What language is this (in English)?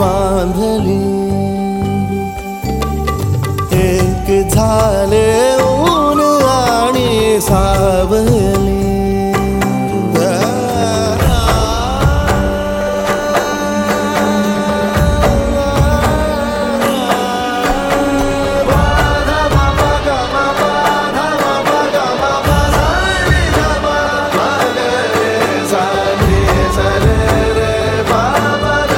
Marathi